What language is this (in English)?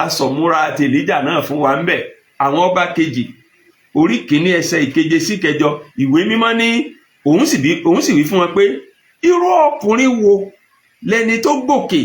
Yoruba